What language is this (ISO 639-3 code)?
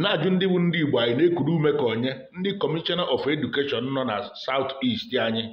ibo